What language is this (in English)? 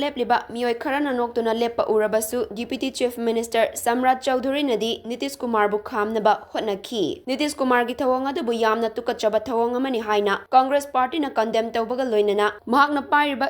Manipuri